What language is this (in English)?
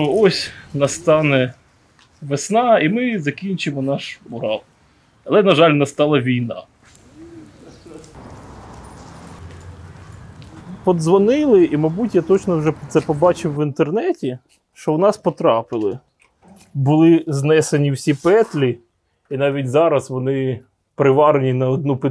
Ukrainian